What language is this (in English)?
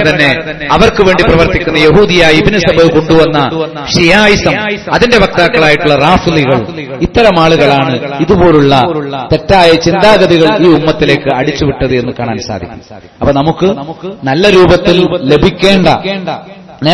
Malayalam